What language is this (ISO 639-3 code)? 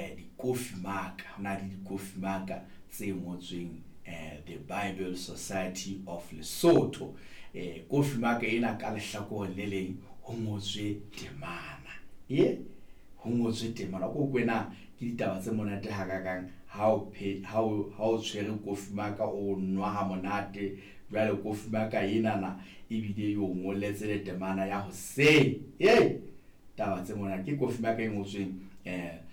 sot